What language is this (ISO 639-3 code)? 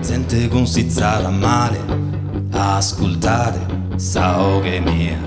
srd